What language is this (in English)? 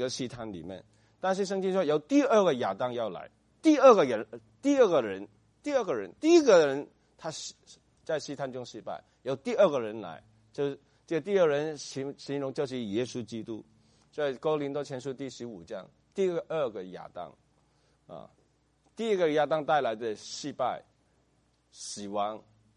Chinese